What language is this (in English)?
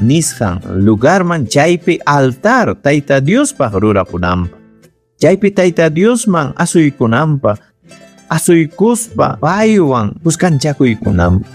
Ayacucho Quechua